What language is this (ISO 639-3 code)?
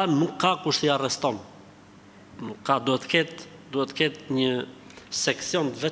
sqi